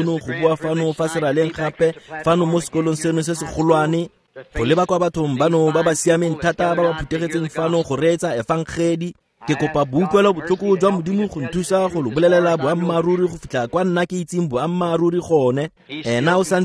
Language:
Tswana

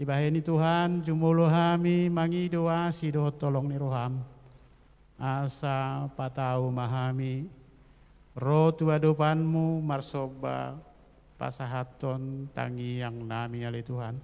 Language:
Batak Toba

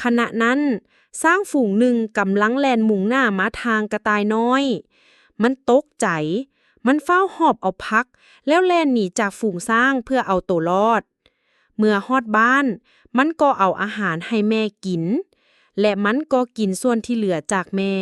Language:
Lao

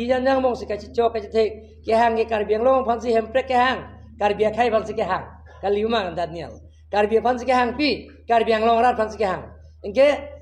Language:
Karbi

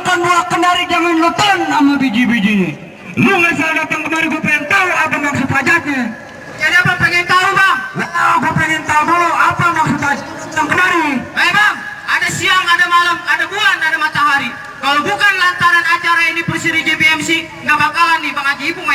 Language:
Betawi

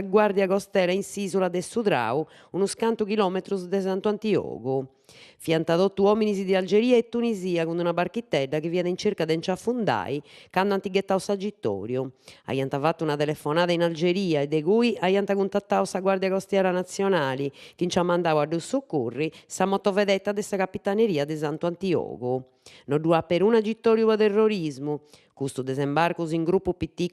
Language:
Sardinian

